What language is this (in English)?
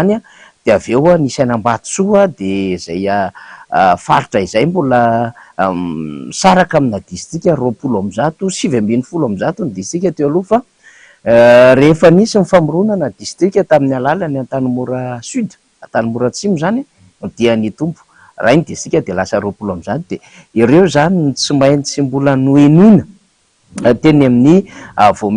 Malagasy